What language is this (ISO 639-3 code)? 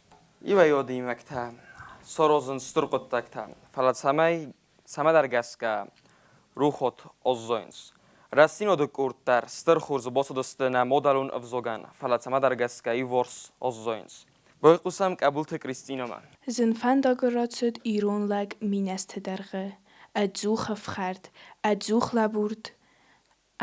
oss